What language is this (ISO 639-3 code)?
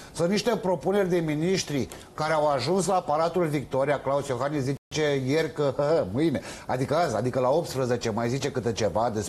ron